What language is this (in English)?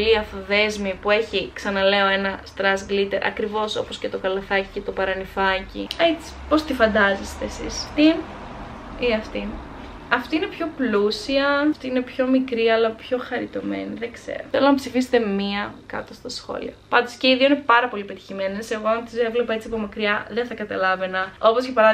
Greek